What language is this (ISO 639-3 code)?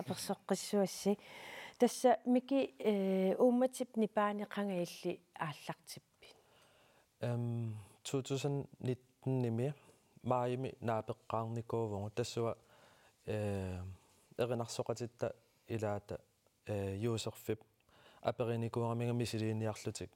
kal